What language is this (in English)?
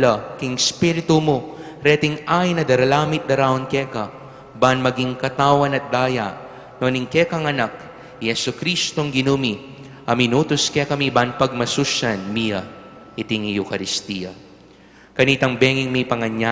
Pampanga